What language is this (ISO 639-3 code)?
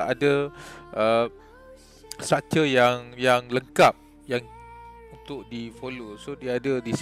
msa